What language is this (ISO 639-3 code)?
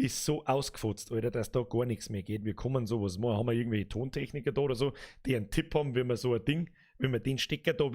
bar